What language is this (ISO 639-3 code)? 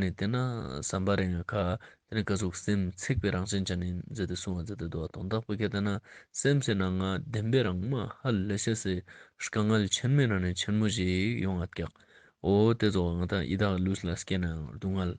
lbj